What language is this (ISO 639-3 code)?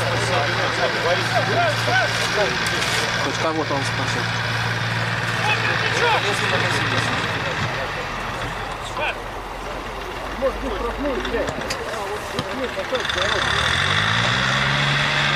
rus